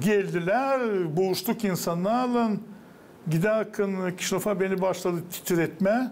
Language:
Gagauz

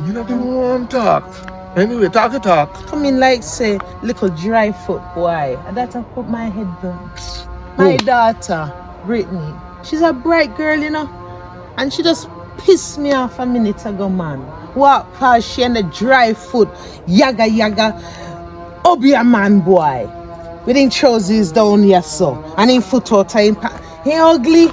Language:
Jamaican Creole English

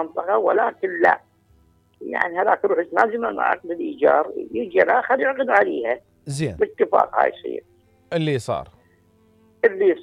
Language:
Mesopotamian Arabic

